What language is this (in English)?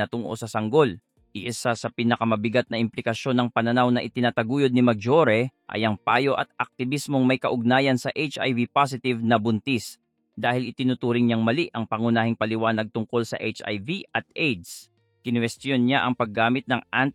Filipino